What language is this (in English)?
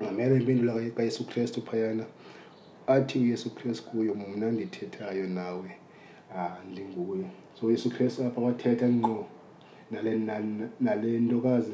Xhosa